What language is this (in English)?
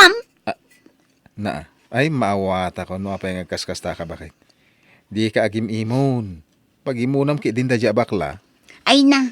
Iloko